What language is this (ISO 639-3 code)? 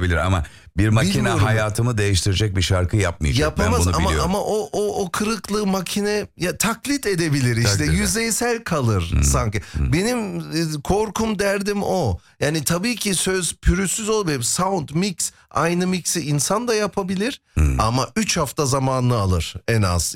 tur